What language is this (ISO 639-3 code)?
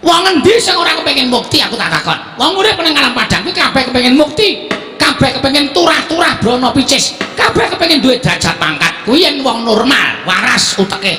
jav